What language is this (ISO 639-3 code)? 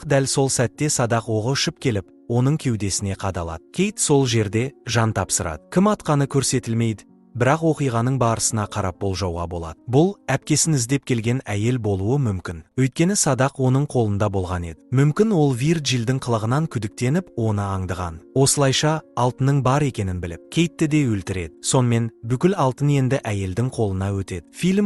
kaz